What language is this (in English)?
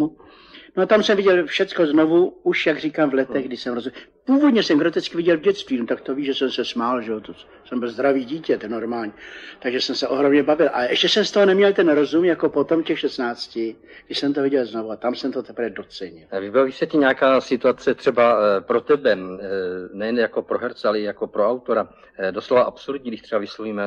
Czech